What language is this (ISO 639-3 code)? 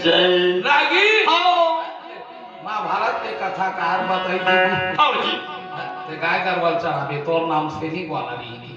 hne